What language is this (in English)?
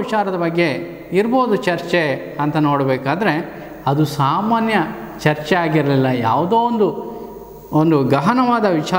Kannada